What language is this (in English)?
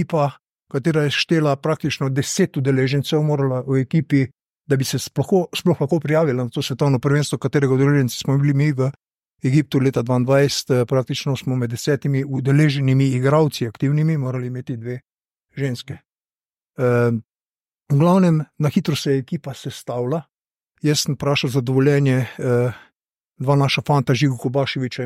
Slovenian